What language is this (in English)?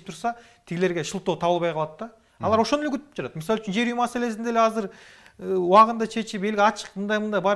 Kyrgyz